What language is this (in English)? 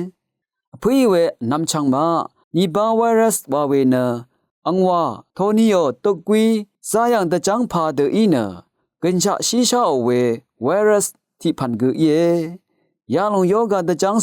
Rawang